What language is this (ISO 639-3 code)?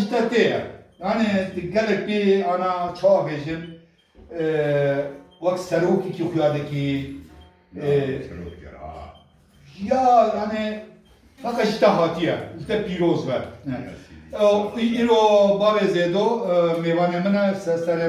kur